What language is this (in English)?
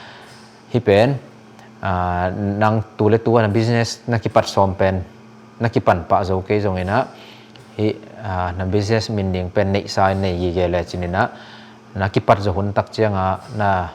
Tedim Chin